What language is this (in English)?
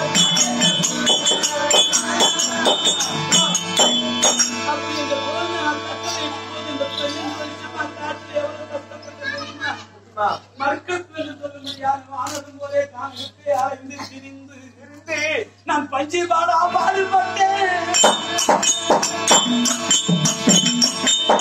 Tamil